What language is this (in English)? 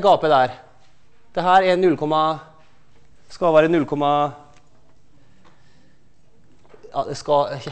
Norwegian